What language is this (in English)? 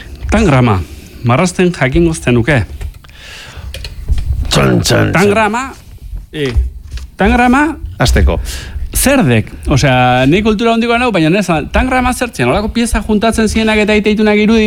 Basque